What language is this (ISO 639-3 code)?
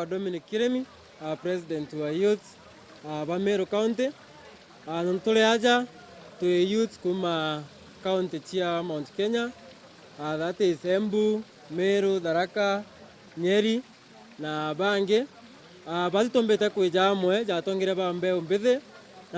mer